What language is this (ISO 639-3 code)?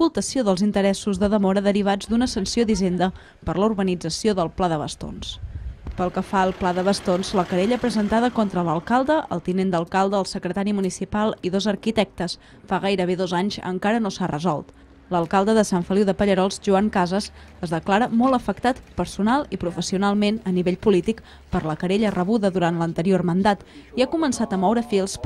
cat